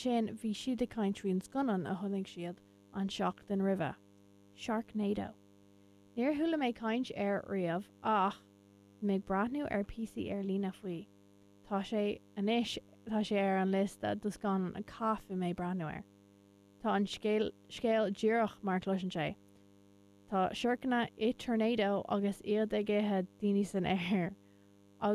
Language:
Irish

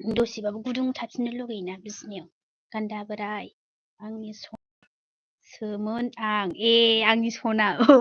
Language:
Bodo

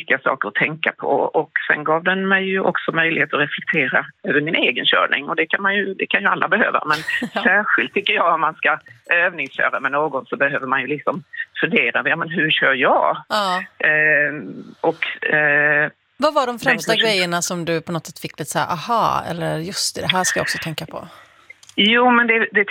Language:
Swedish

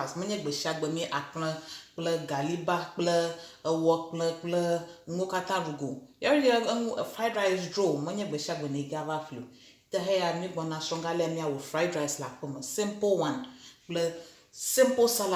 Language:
Ewe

